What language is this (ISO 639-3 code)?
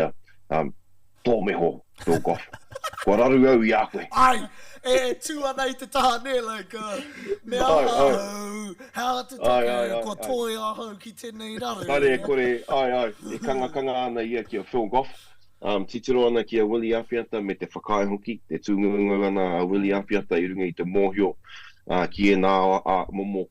mri